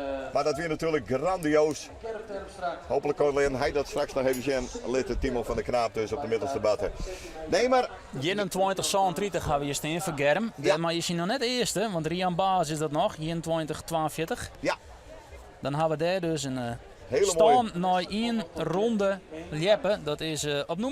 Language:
Western Frisian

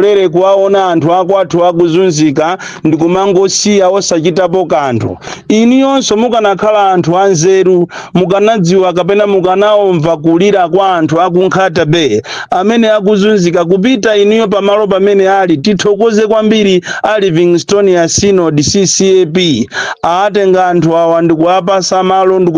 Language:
Nyanja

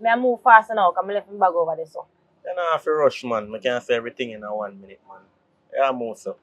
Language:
Jamaican Creole English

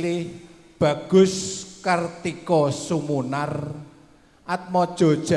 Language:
Javanese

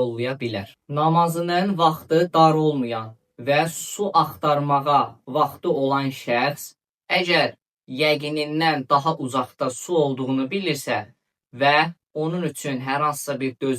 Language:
Azerbaijani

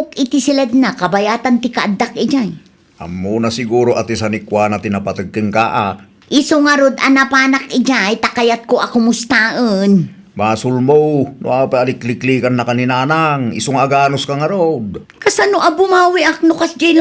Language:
Iloko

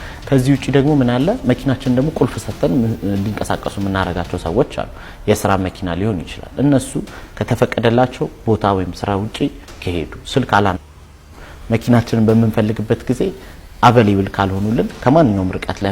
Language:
Amharic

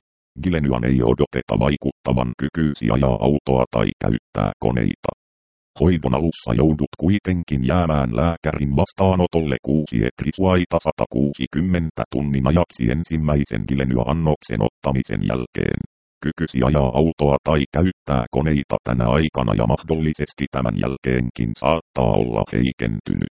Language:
Finnish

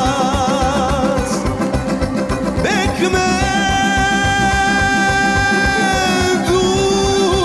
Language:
Serbian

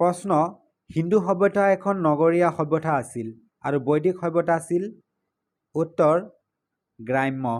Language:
Assamese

